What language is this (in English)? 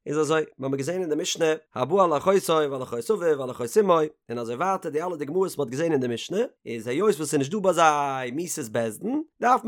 Yiddish